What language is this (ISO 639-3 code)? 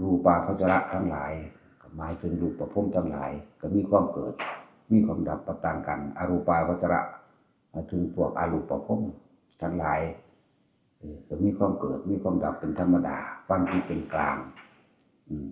tts